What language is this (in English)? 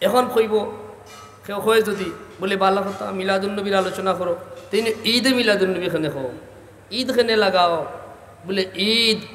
Sylheti